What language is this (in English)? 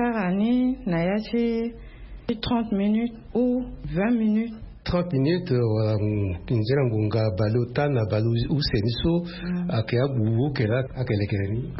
Sango